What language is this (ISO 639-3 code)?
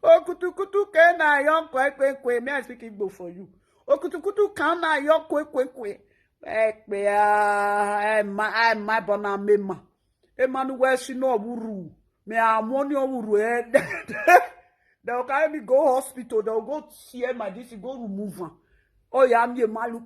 pcm